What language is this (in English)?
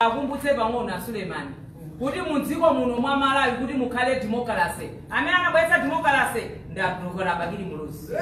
Nyanja